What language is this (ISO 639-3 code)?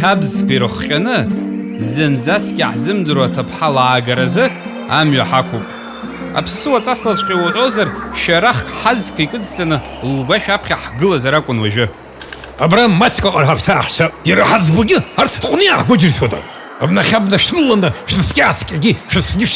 abk